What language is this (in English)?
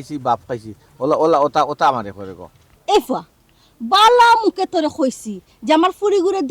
Sylheti